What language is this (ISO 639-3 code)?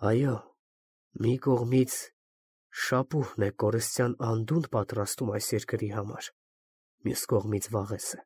hye